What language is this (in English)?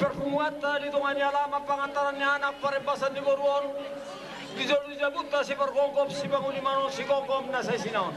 Batak Toba